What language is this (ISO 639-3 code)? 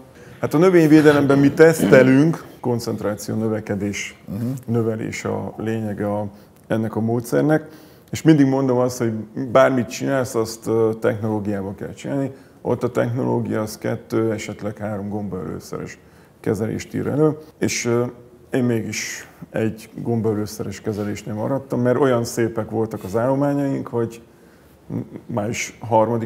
hun